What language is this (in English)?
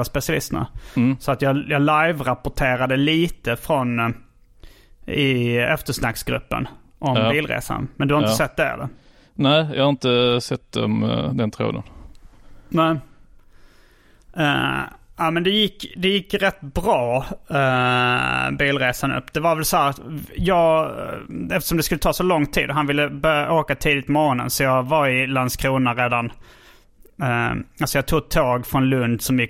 Swedish